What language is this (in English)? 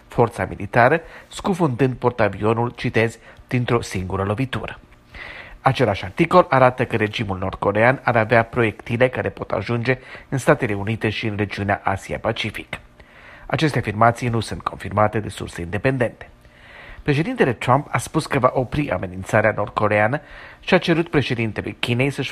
Romanian